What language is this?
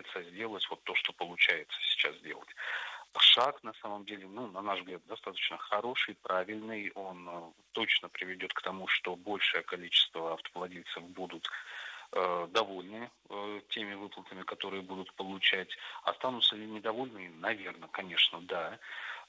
Russian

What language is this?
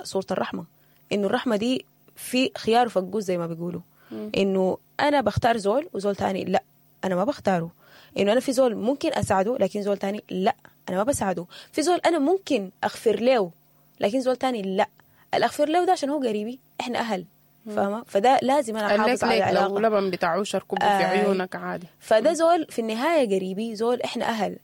Sudanese Arabic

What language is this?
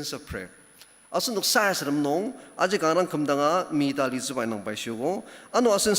Ao Naga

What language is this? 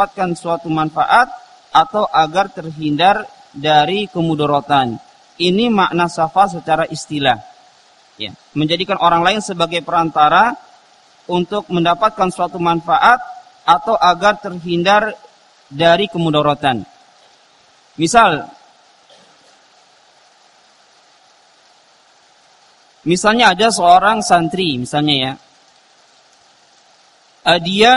Indonesian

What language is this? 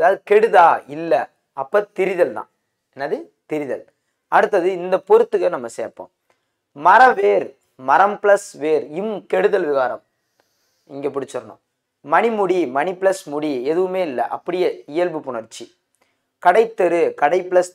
Tamil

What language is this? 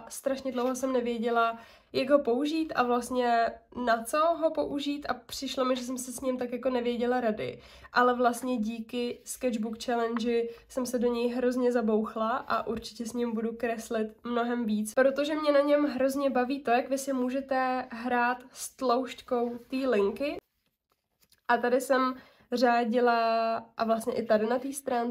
Czech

